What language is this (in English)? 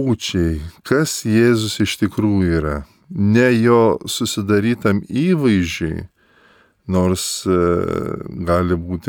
Lithuanian